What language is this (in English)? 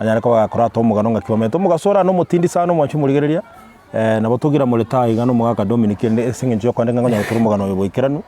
Gusii